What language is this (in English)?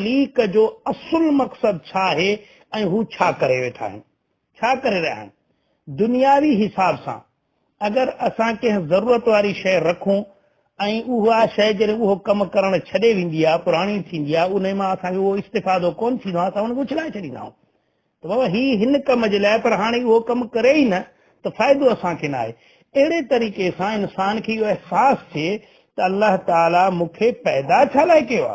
Sindhi